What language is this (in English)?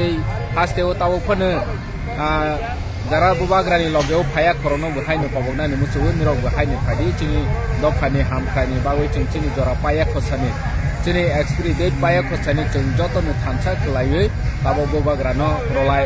Kok Borok